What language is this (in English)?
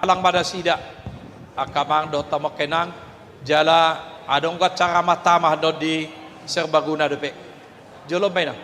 Batak Toba